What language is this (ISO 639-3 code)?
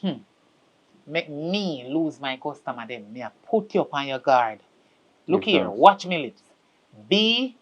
jam